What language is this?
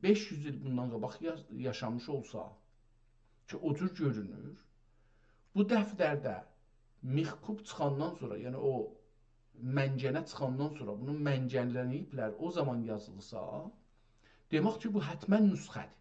South Azerbaijani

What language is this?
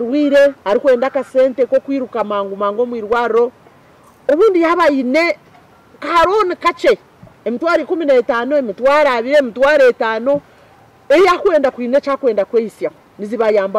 Nyankole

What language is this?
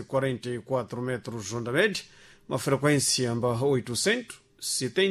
Sena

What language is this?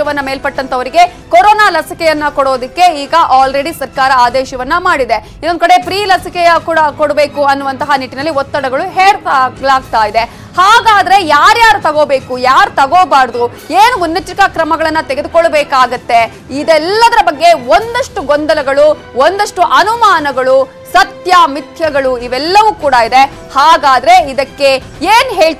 Kannada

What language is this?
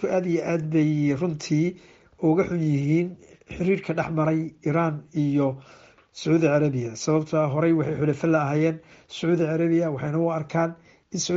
Somali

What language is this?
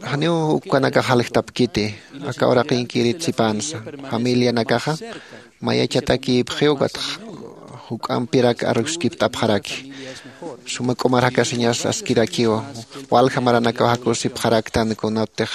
Aymara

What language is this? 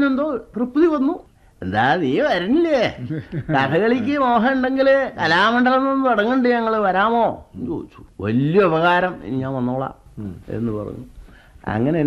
Malayalam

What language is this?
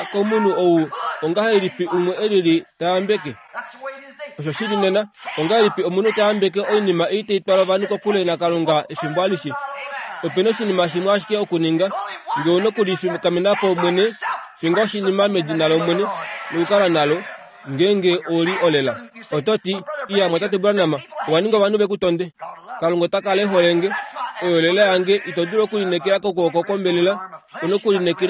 Kuanyama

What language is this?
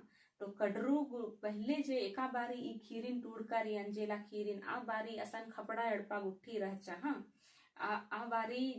Kurukh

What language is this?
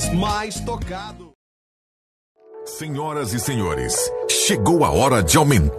Portuguese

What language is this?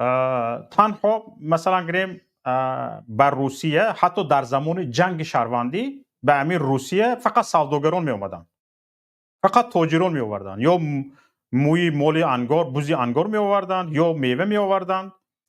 Tajik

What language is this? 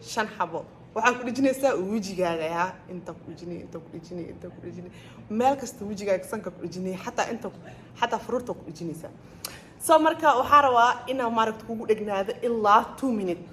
Somali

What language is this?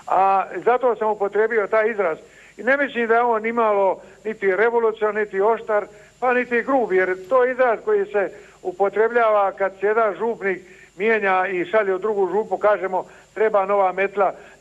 Croatian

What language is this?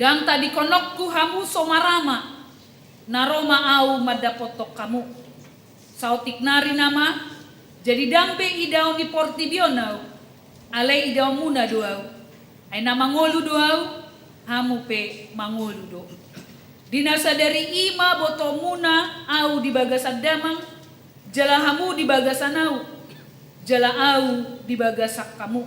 Batak Toba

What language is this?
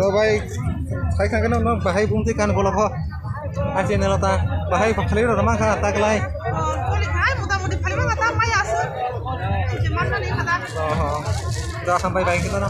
Kok Borok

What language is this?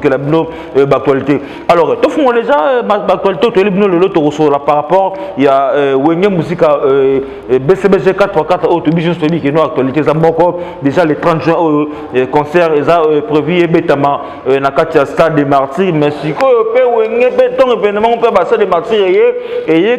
Lingala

